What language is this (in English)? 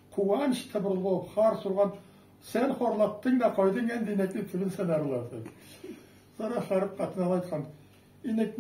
Karachay-Balkar